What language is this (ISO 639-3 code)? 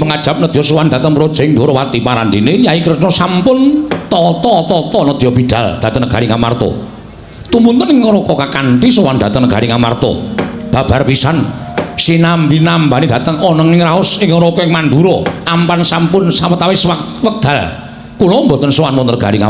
jav